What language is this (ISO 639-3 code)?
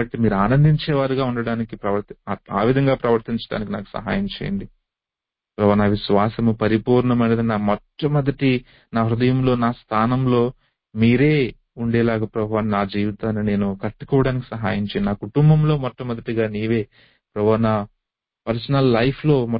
tel